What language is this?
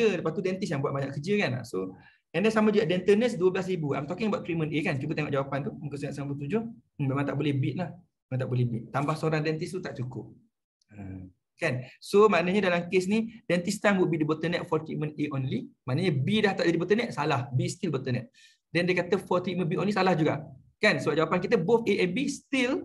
Malay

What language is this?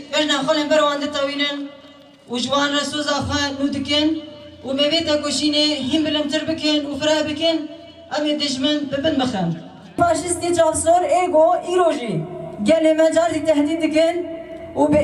Kurdish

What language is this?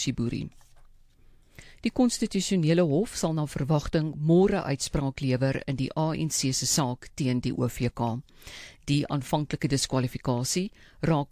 Afrikaans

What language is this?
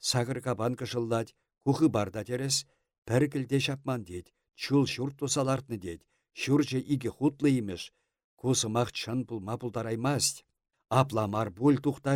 Chuvash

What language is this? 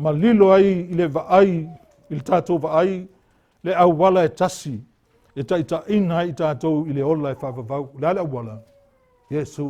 Samoan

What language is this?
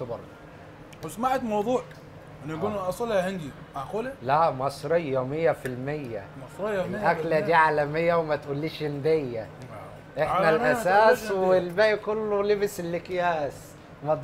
Mesopotamian Arabic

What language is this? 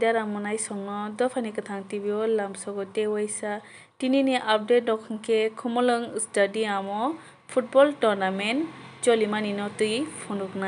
Kok Borok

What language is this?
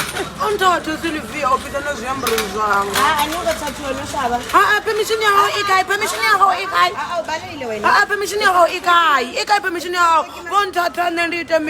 Venda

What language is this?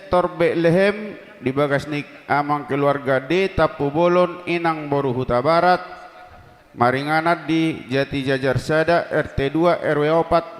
Batak Toba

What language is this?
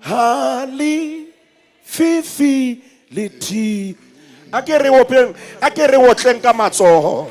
Southern Sotho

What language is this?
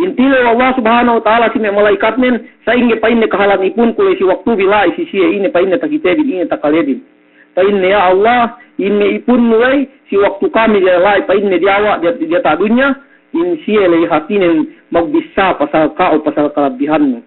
Yakan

